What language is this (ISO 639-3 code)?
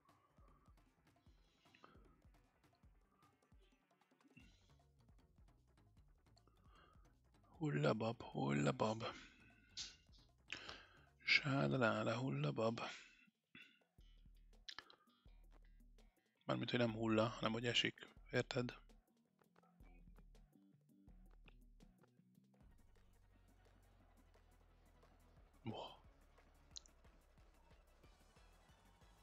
hun